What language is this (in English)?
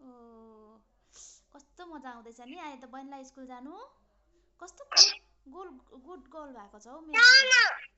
Nepali